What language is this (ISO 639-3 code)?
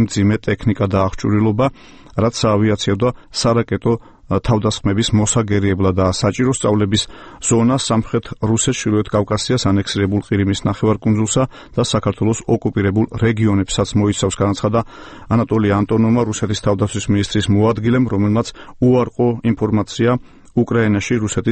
kat